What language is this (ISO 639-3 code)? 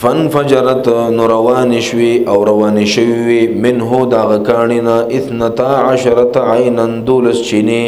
pus